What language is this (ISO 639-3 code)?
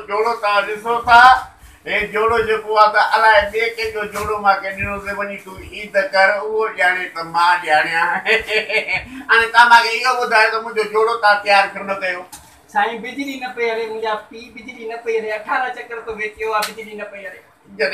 snd